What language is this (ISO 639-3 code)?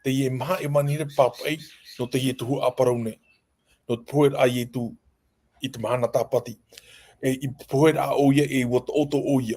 tah